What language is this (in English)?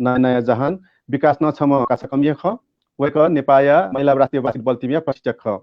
Newari